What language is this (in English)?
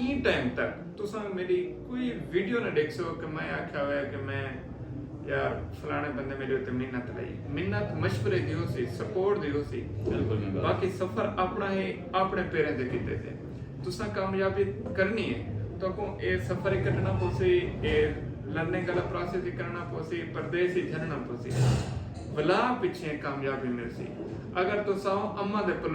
Saraiki